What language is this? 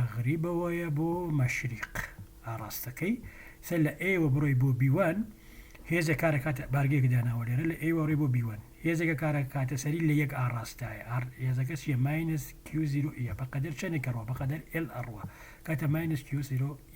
Central Kurdish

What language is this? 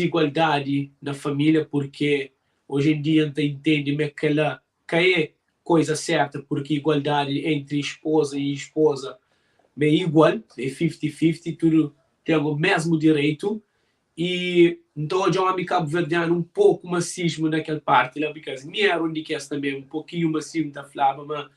Kabuverdianu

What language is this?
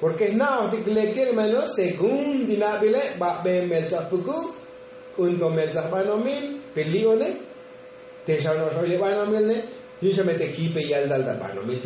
Tzotzil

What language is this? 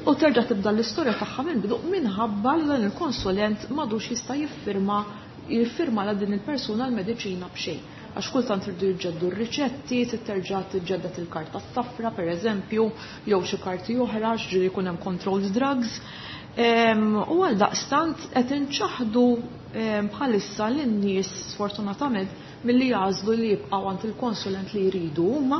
Maltese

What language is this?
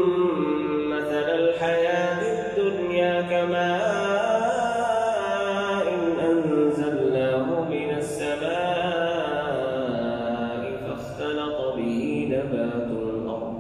Arabic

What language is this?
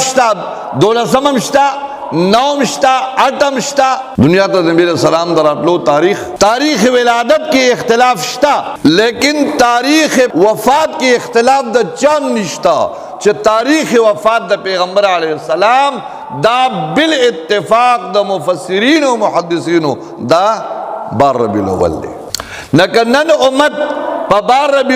Pashto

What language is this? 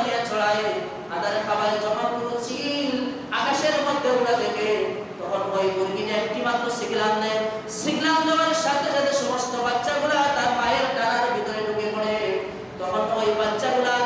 Bangla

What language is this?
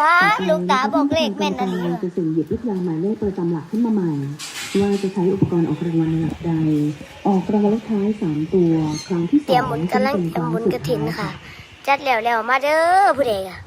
Northeastern Thai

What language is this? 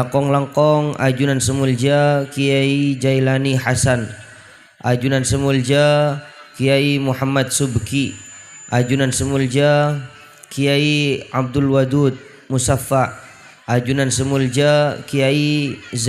Madurese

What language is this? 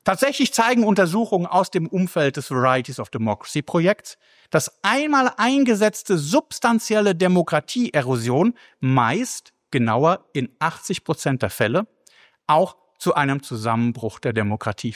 German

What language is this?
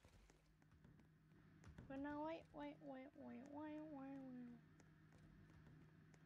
Dutch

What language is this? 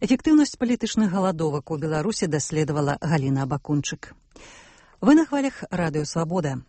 Belarusian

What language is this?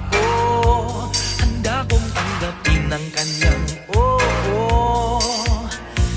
Filipino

